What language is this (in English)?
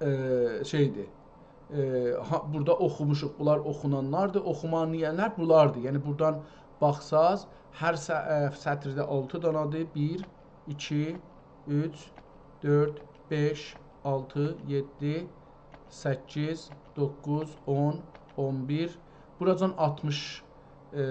South Azerbaijani